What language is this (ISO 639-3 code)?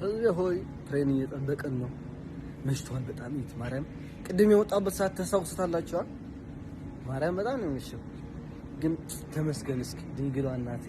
amh